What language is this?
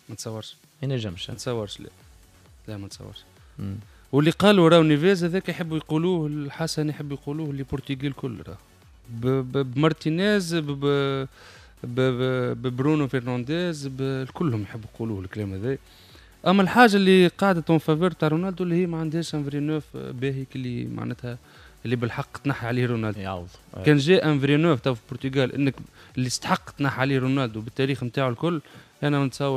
Tunisian Arabic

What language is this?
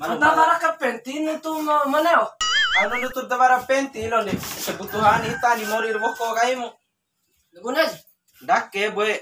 Bima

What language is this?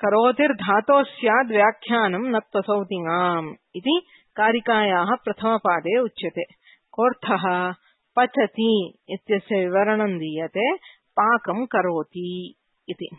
Sanskrit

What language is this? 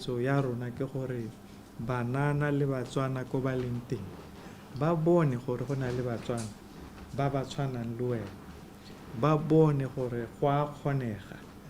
Tswana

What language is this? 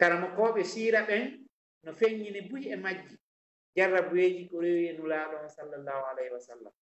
Fula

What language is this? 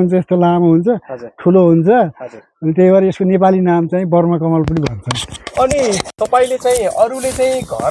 Nepali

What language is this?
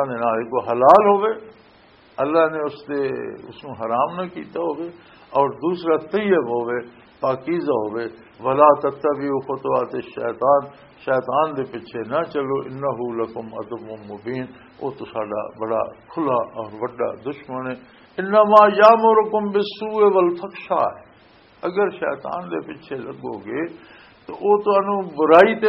Western Panjabi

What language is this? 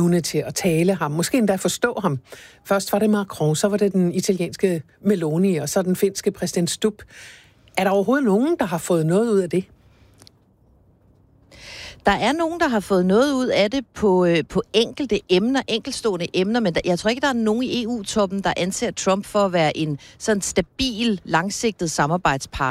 Danish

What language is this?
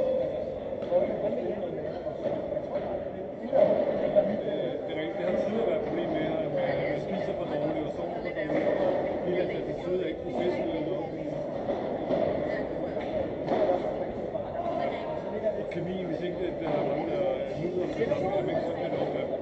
Danish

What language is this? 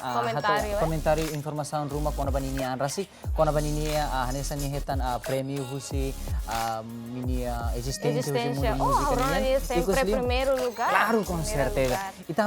Tetum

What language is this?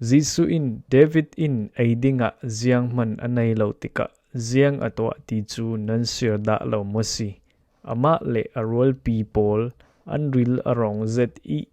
Falam Chin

